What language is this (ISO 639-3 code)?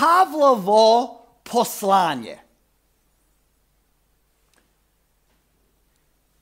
hrv